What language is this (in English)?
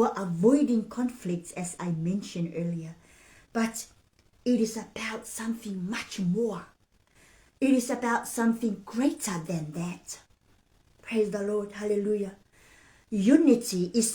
Samoan